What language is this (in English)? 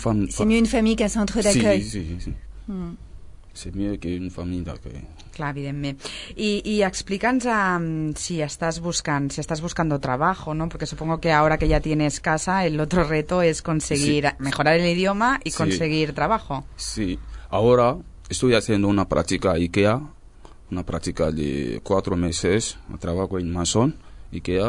Catalan